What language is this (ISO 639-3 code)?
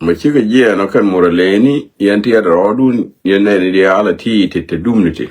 nus